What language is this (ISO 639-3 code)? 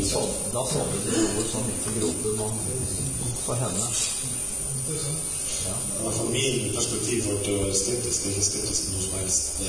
nor